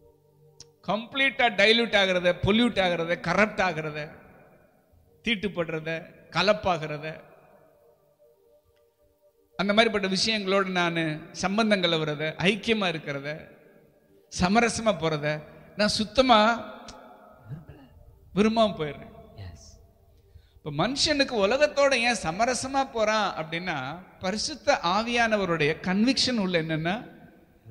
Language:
Tamil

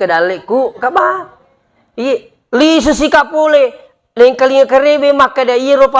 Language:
Buginese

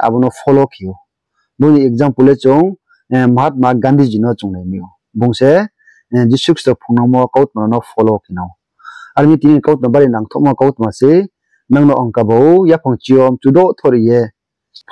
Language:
Riang (India)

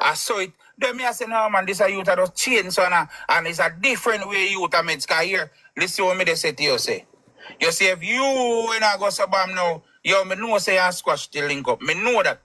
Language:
Jamaican Creole English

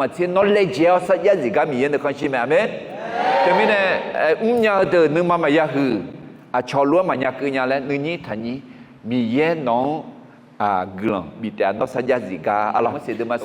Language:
Akha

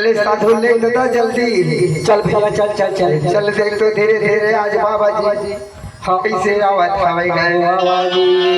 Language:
Chhattisgarhi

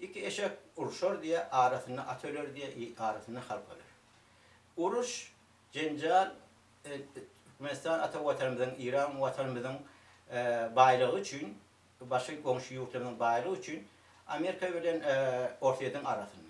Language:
Turkmen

